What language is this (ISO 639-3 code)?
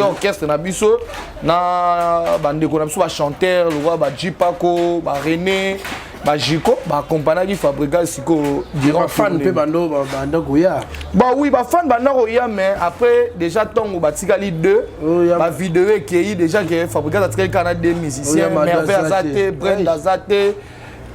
lin